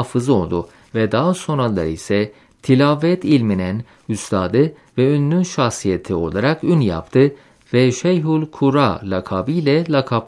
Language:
Turkish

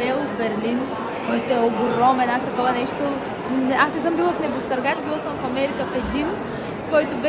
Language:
Bulgarian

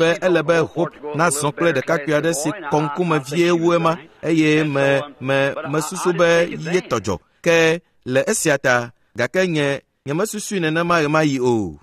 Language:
Ewe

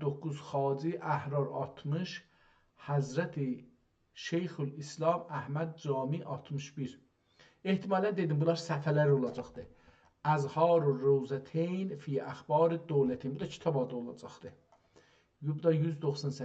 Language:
South Azerbaijani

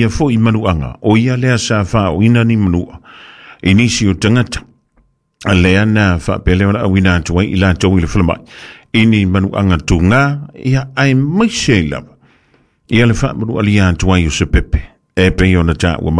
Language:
Samoan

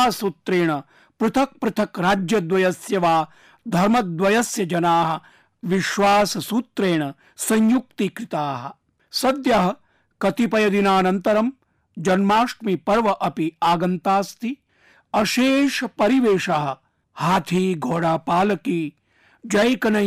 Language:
Sanskrit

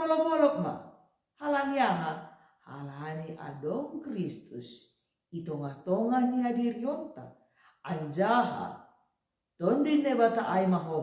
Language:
Batak Simalungun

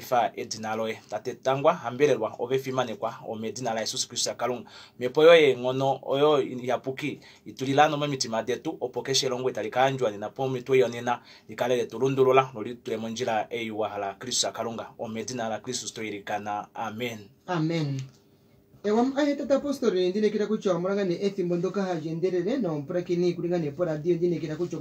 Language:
Kuanyama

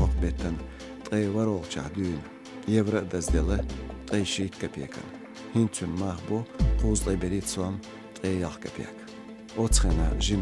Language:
Chechen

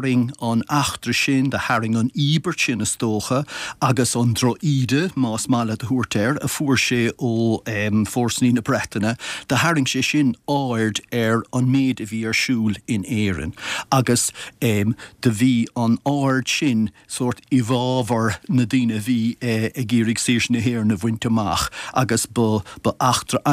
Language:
Irish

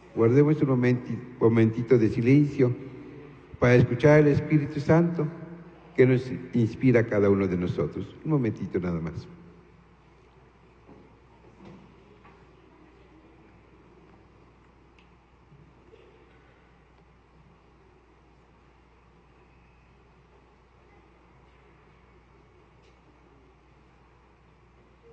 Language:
Spanish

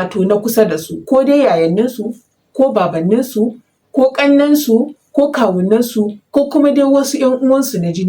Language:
Hausa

